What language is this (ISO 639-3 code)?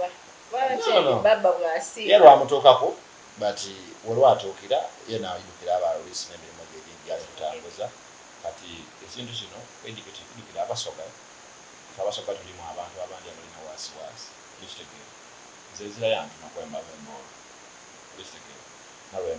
xog